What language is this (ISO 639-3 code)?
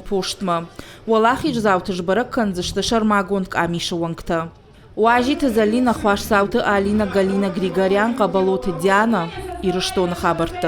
oss